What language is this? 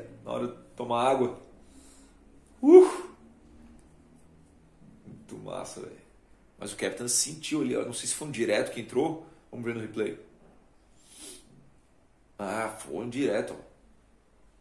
Portuguese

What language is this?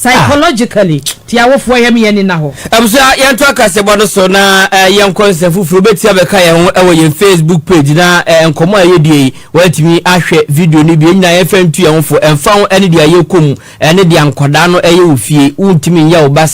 Akan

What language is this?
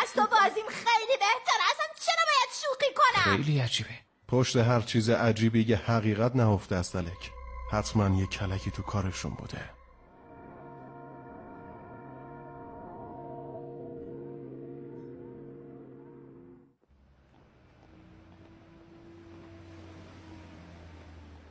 Persian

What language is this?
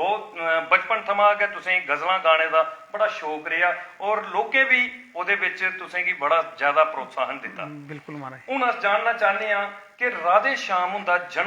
Dogri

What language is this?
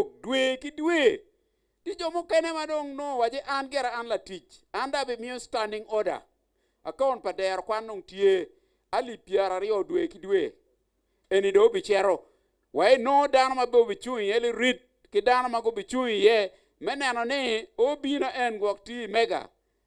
Acoli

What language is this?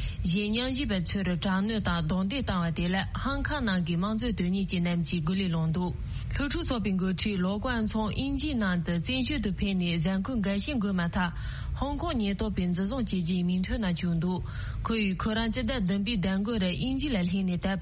Tibetan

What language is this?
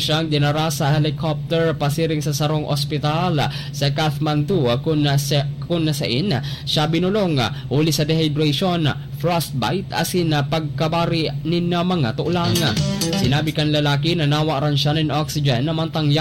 Bikol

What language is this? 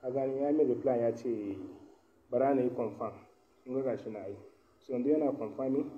Hausa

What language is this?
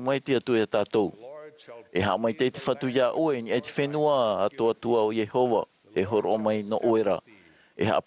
Tahitian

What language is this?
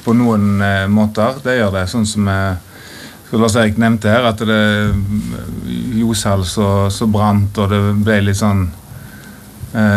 Norwegian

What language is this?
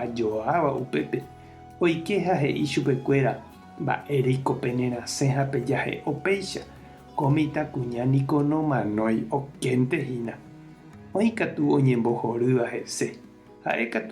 Guarani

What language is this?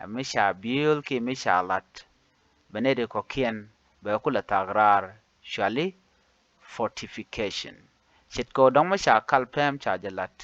Nuer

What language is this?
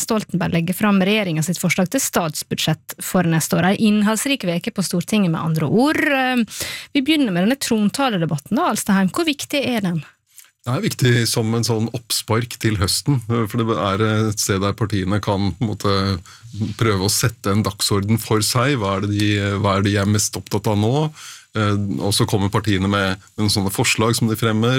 Norwegian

